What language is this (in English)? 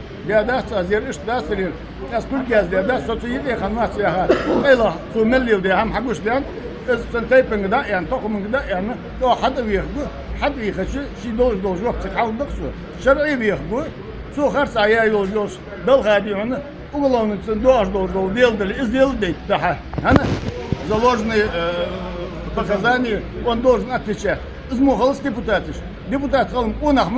Ingush